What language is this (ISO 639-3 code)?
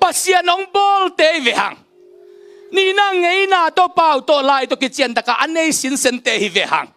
ctd